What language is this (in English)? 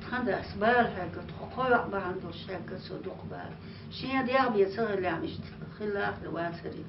Chechen